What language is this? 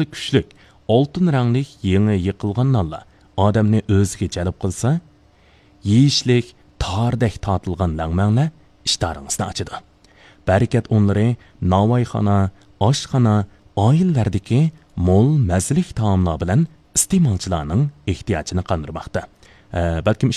Uyghur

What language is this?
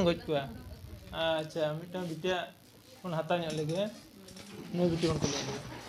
Santali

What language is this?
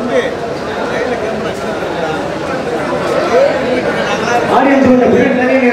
Tamil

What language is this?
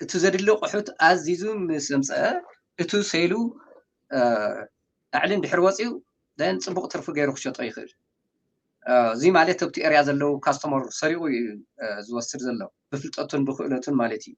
Tigrinya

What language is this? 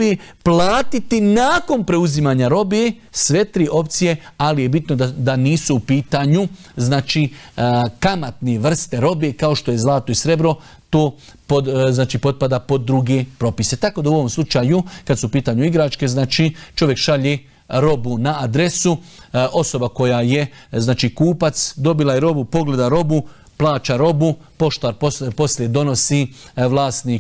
Bosnian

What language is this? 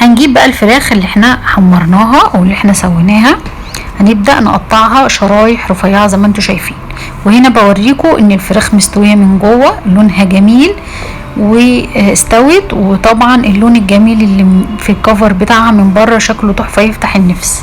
Egyptian Arabic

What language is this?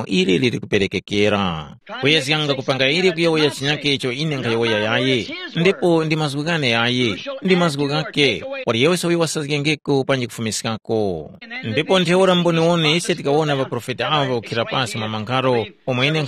Tumbuka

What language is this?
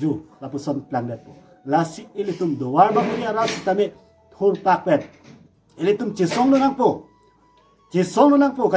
Karbi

